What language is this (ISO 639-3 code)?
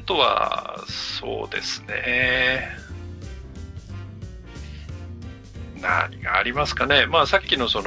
jpn